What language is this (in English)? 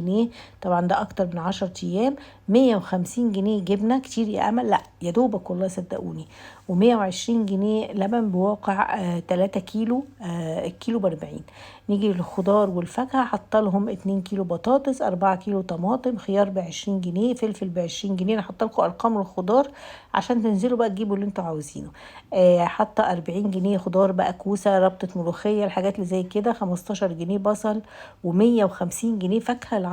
Egyptian Arabic